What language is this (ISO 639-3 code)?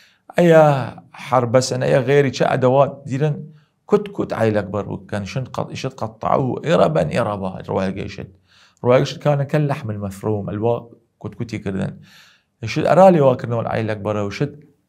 sdh